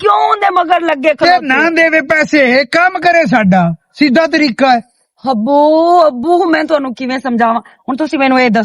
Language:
Western Panjabi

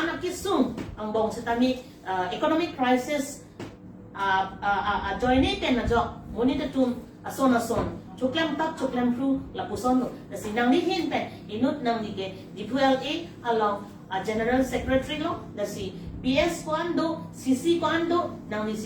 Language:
Karbi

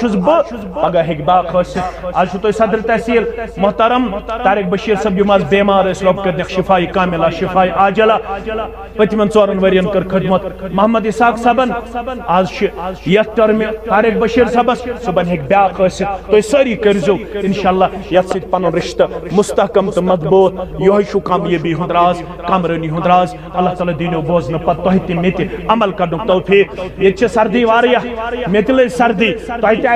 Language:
Kashmiri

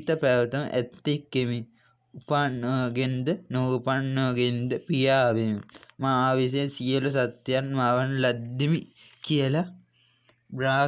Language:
Sinhala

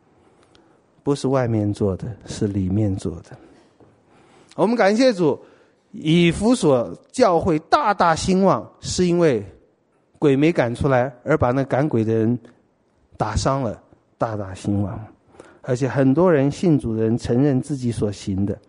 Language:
Chinese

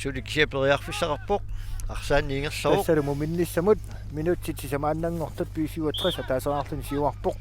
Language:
Kalaallisut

